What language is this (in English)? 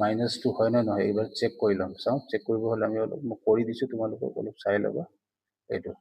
Assamese